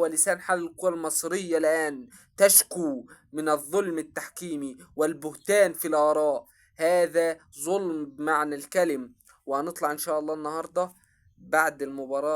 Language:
Egyptian Arabic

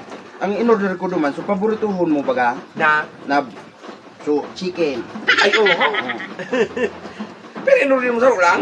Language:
Bikol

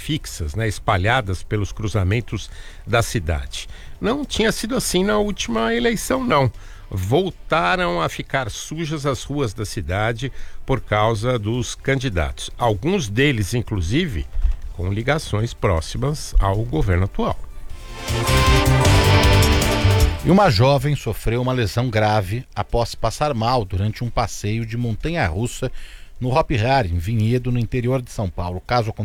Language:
Portuguese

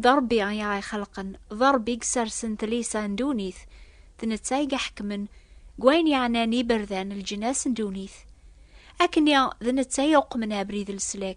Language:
Kabyle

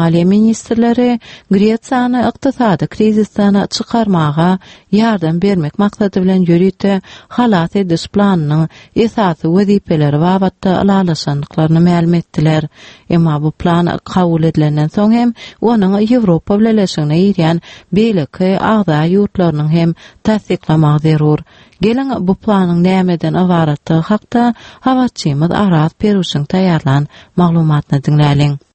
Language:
Turkmen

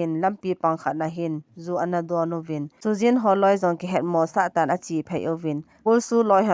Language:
Thado Chin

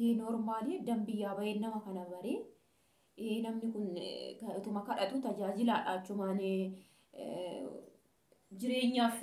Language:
Oromo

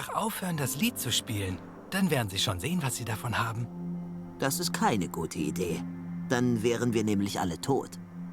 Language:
Swiss German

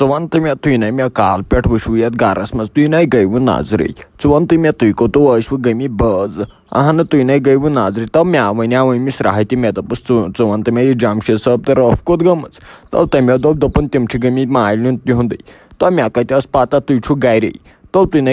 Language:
Kashmiri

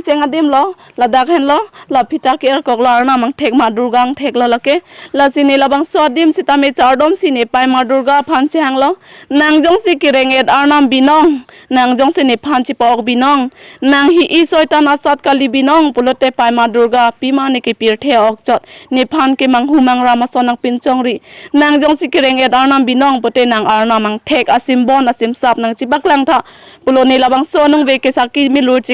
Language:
Karbi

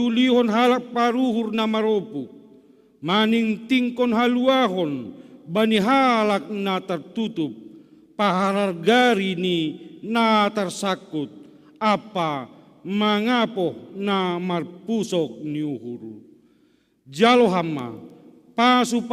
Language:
Batak Simalungun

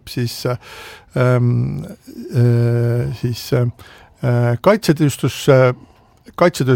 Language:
Estonian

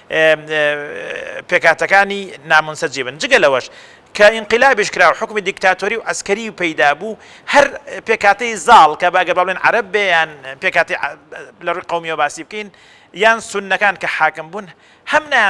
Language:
Central Kurdish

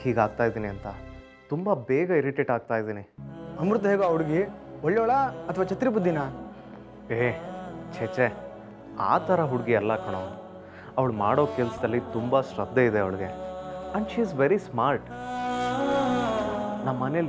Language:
Kannada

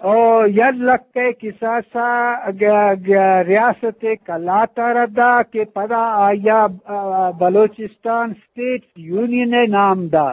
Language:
Eastern Balochi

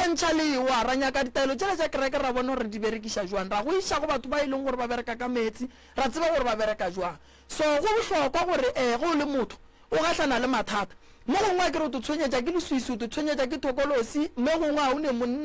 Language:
Northern Sotho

